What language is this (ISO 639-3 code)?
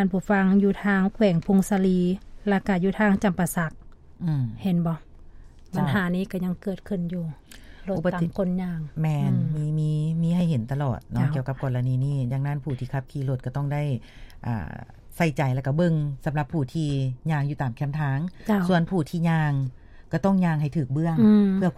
lao